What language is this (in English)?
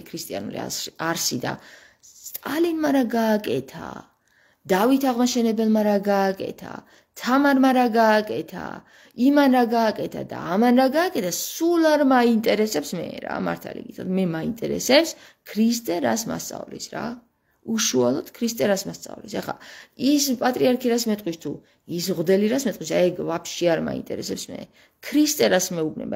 Georgian